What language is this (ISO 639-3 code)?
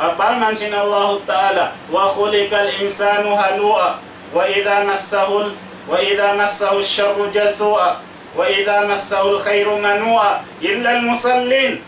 tsg